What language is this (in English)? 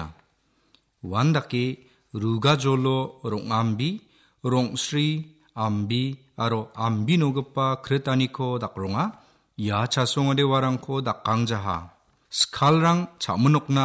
Garo